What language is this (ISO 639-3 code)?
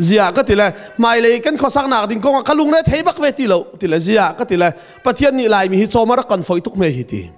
cnh